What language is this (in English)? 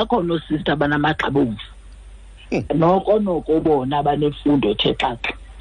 Xhosa